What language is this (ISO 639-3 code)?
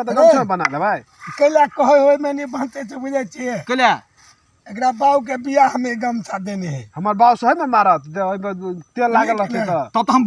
mai